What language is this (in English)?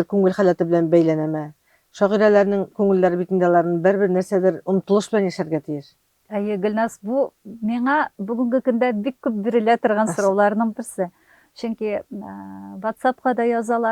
Tatar